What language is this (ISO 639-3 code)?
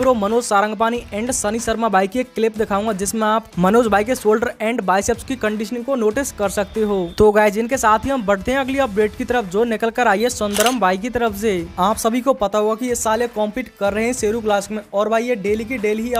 hin